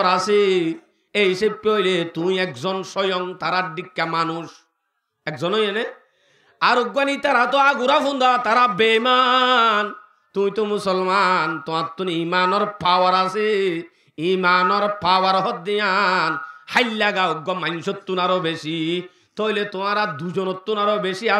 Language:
Rohingya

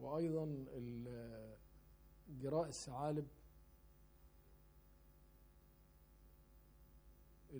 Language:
Arabic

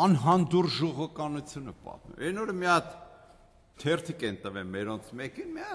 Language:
Armenian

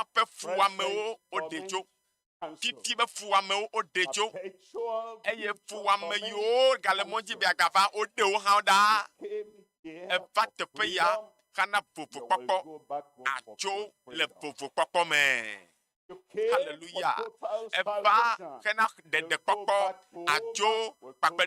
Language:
Ewe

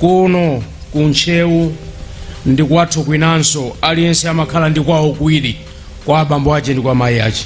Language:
Nyanja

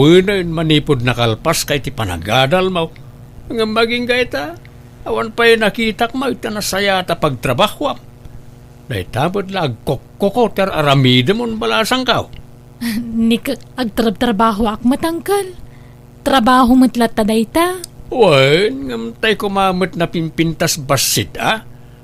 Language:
Iloko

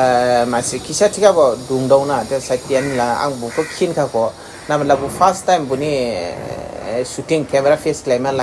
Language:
Dimasa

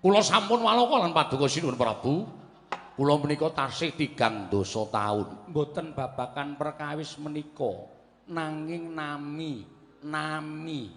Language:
Javanese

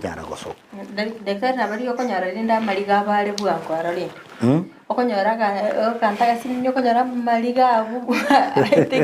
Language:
Gusii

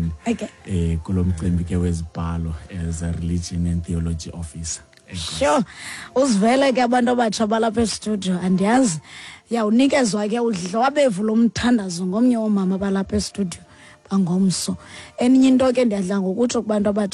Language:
Xhosa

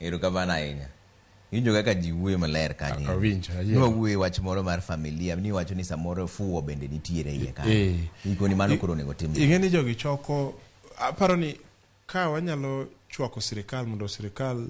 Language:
Luo (Kenya and Tanzania)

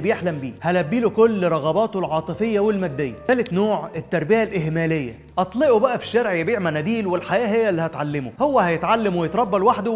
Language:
Egyptian Arabic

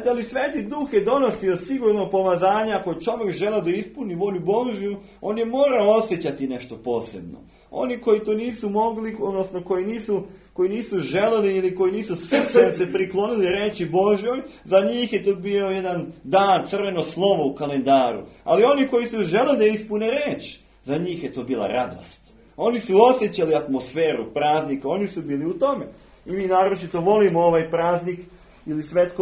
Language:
Serbian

